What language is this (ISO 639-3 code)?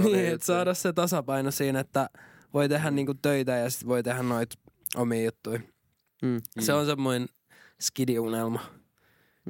fin